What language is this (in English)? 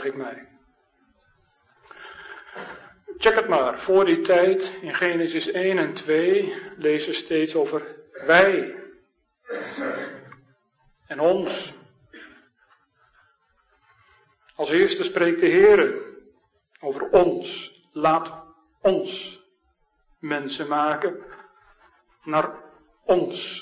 Dutch